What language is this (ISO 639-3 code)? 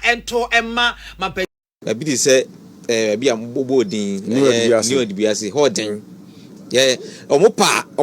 aka